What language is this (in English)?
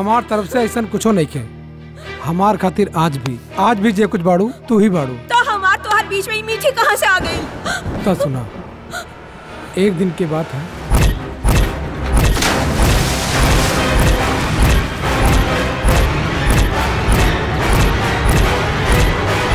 Bhojpuri